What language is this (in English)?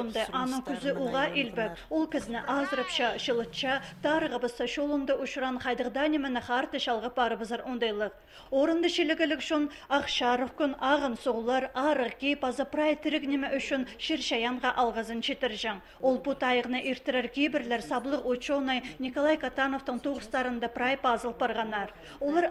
Khakas